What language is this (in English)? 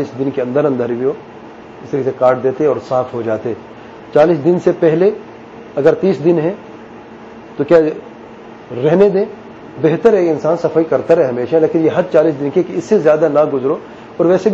Urdu